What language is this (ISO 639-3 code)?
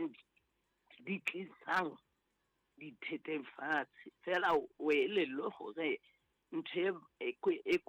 sot